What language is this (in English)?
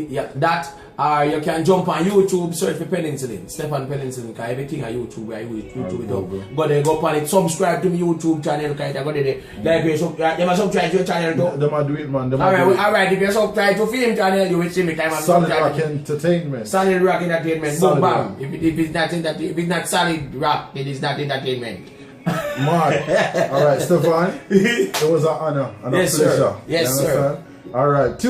Jamaican Creole English